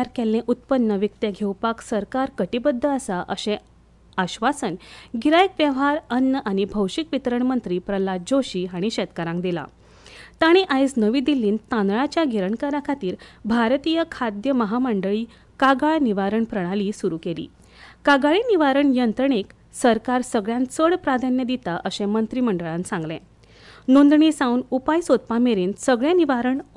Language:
Konkani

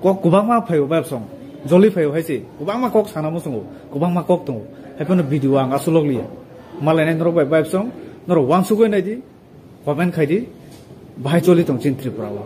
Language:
Kok Borok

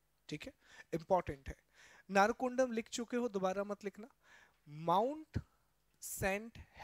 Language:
Hindi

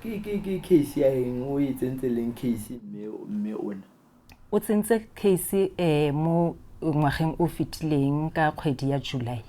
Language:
Tswana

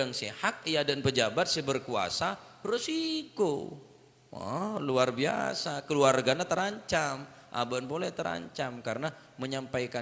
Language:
Madurese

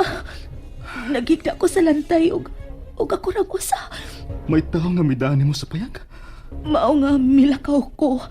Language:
Cebuano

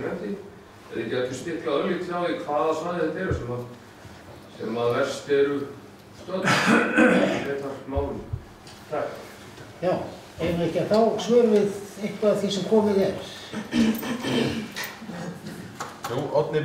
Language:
Icelandic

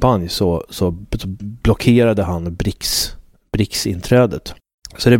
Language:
Swedish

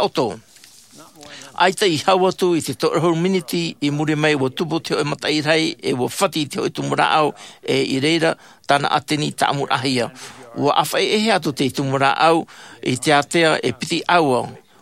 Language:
Tahitian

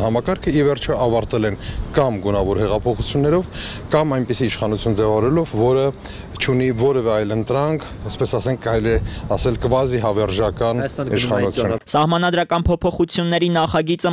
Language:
Armenian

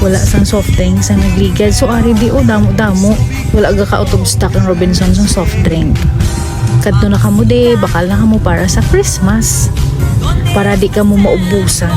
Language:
Hiligaynon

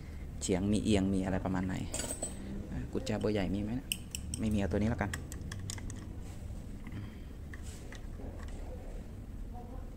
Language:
Thai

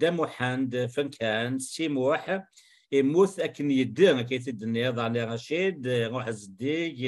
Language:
Kabyle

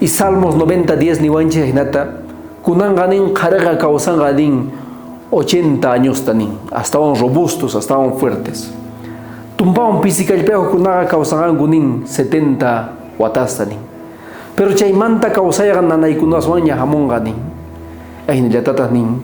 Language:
South Bolivian Quechua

